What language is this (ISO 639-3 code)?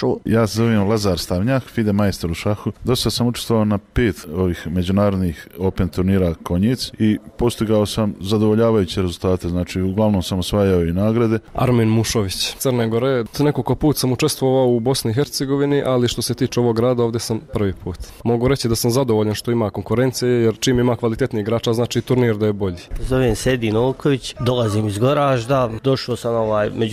bos